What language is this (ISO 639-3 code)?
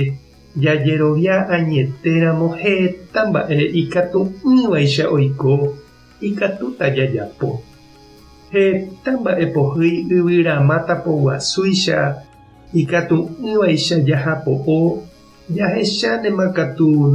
grn